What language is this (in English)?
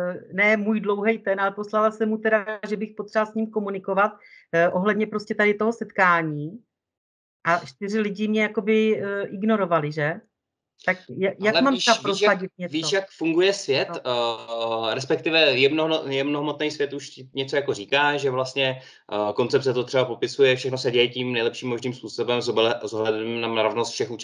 Czech